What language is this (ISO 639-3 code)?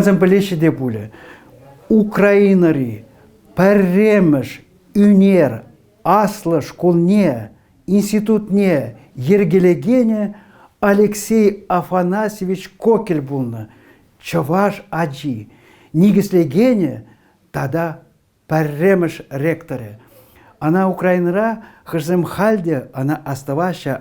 chv